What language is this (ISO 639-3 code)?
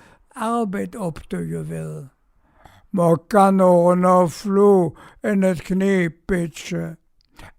ksh